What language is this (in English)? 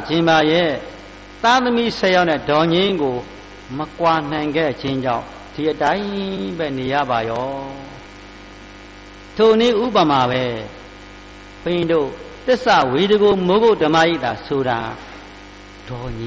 Burmese